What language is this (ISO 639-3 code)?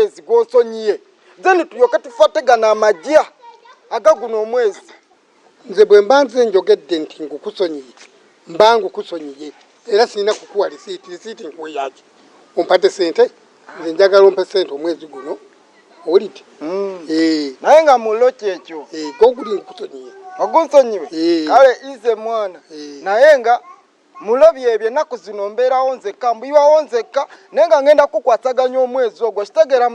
lug